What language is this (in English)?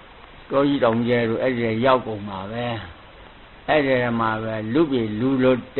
Burmese